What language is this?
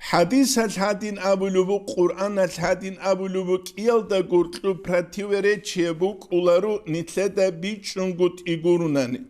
Avaric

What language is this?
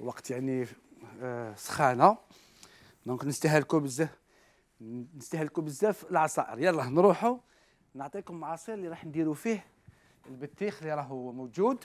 Algerian Arabic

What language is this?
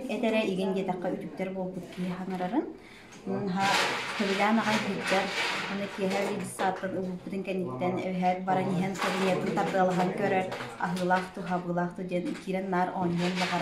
Yakut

